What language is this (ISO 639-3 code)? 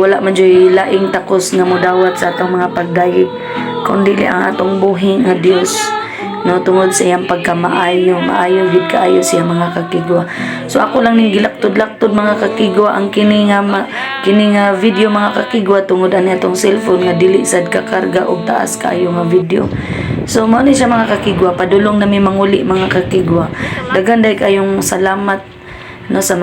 ceb